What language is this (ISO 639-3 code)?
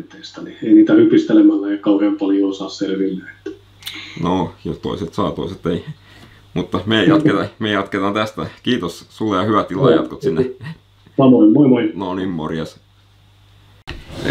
fin